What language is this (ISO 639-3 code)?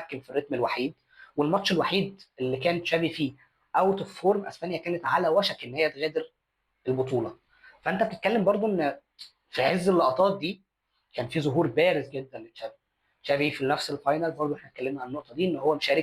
arz